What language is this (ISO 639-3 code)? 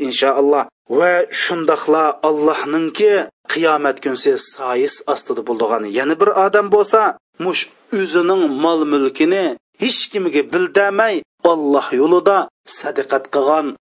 uig